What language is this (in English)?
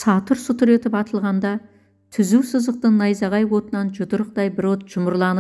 Kazakh